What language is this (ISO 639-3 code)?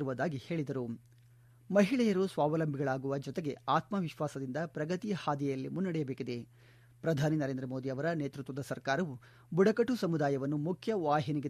kan